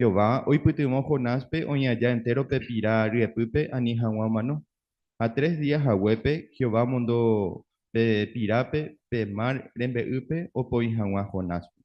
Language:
Guarani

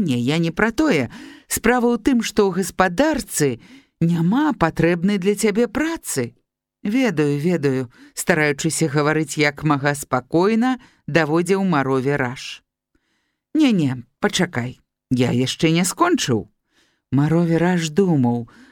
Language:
Belarusian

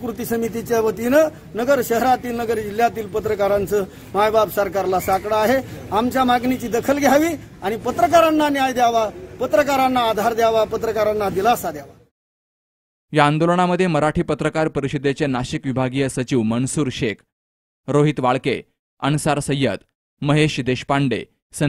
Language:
Marathi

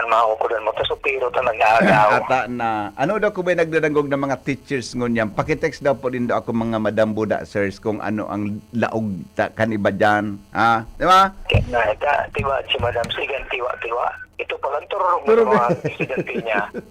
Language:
Bikol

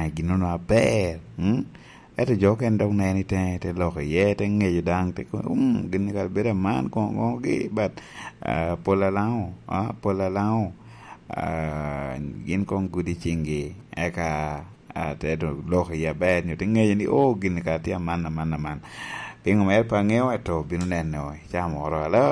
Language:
Lango (Uganda)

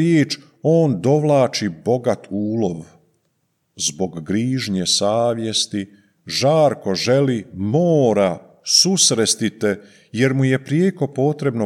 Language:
Croatian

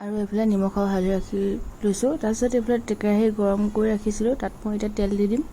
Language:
Assamese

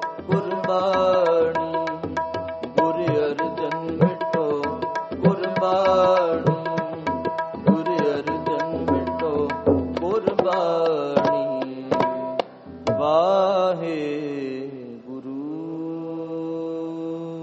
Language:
Punjabi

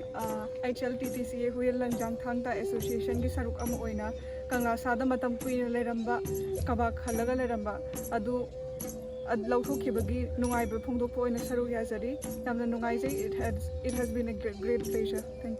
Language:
Manipuri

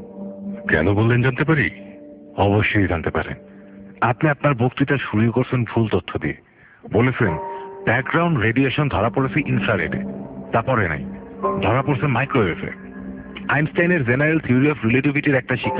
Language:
Bangla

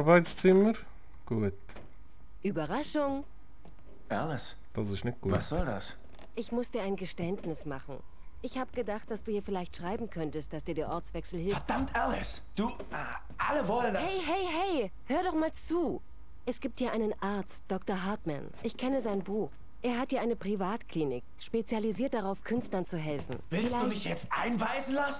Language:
Swiss German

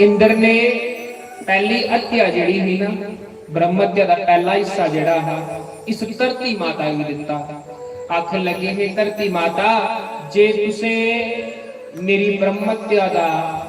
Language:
Dogri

